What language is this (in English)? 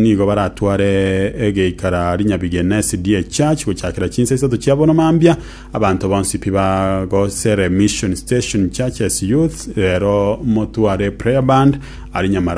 Gusii